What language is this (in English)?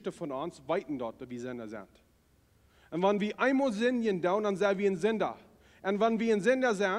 Plautdietsch